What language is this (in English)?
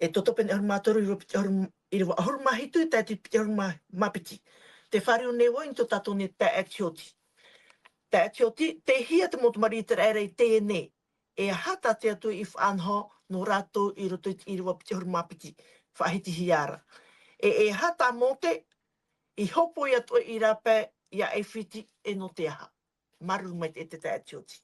Tahitian